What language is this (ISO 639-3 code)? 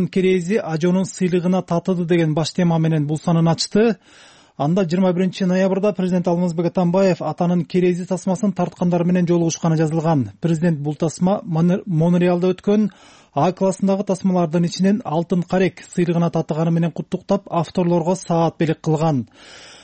kir